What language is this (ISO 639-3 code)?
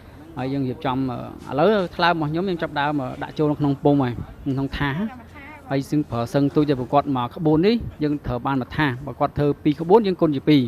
khm